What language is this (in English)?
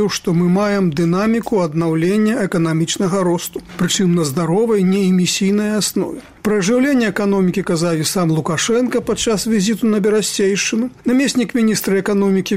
Belarusian